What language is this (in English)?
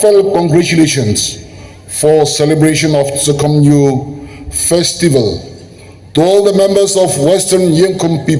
Naga Pidgin